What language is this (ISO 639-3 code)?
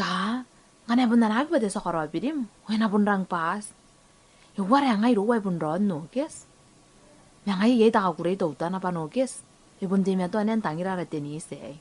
gil